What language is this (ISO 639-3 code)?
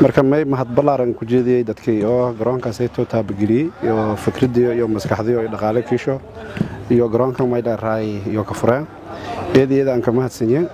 som